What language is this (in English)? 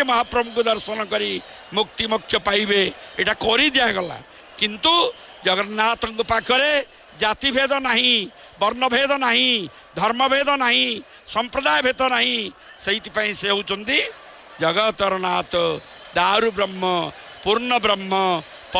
Odia